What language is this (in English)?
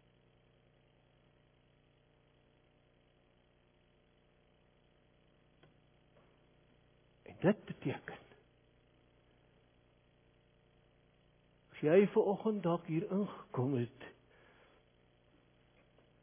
Afrikaans